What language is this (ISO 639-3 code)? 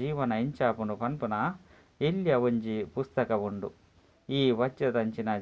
tcy